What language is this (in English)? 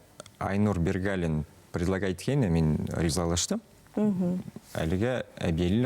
Bashkir